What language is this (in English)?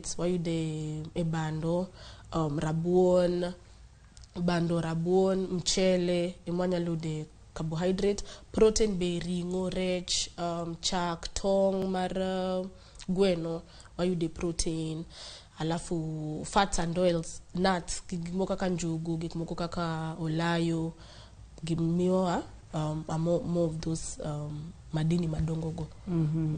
Luo (Kenya and Tanzania)